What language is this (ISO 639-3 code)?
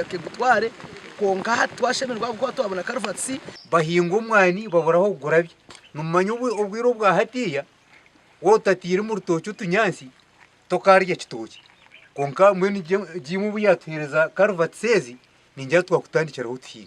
nyn